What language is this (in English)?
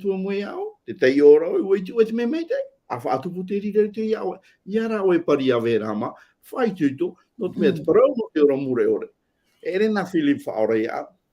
Tahitian